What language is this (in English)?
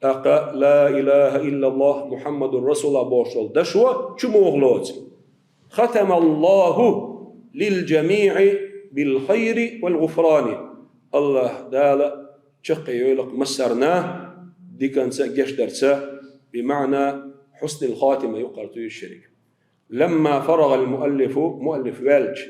Chechen